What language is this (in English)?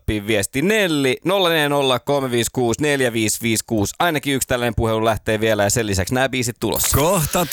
Finnish